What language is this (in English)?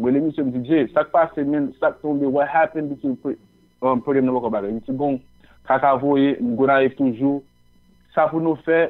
Haitian Creole